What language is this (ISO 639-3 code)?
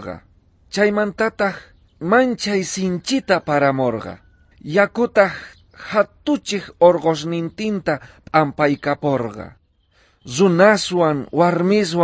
quh